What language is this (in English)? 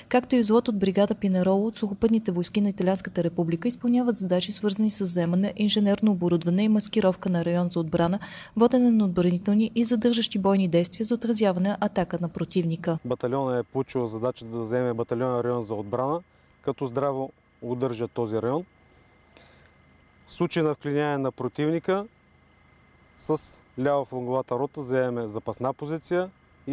Bulgarian